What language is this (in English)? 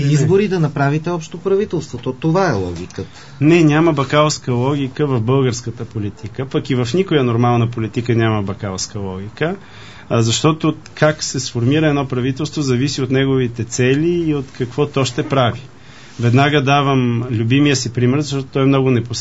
Bulgarian